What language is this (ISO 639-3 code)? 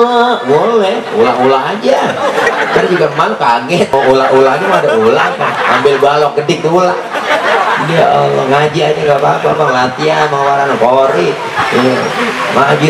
bew